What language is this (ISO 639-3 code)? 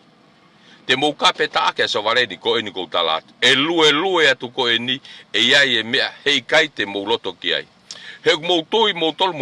ton